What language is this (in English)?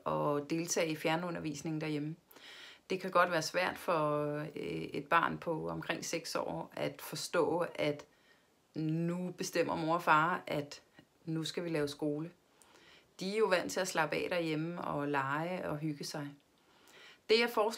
Danish